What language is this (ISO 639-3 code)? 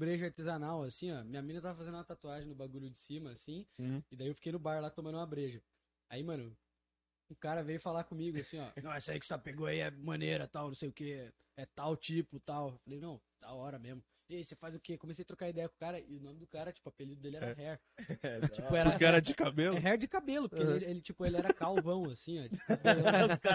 por